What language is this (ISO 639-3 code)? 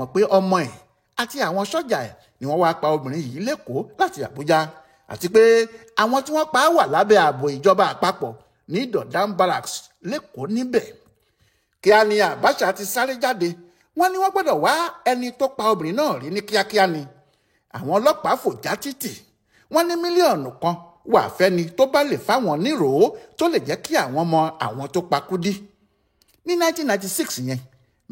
yor